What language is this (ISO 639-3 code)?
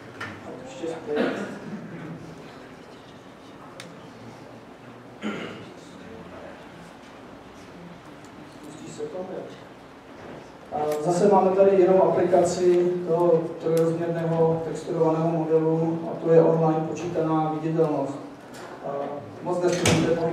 ces